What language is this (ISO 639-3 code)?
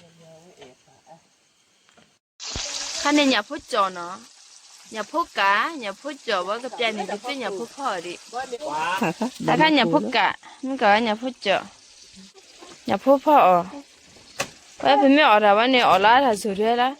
ksw